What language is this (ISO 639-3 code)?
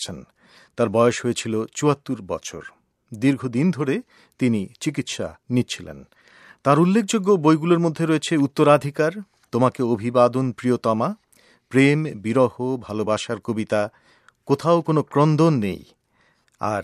ben